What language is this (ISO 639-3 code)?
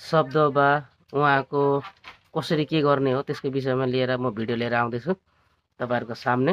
nep